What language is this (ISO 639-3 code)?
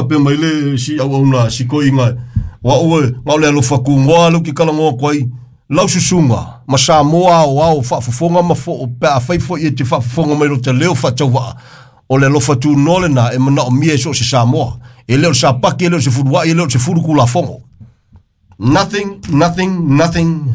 smo